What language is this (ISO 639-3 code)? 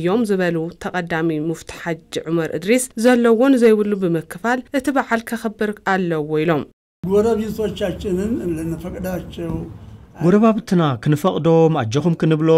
tir